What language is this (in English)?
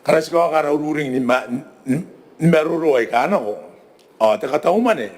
Gilbertese